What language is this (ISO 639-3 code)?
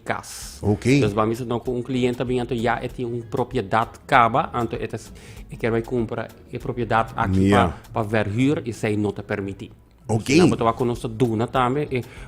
pap